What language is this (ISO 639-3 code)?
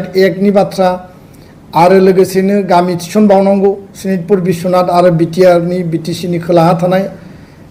brx